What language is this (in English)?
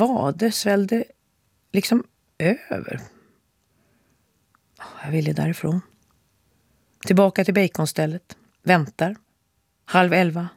Swedish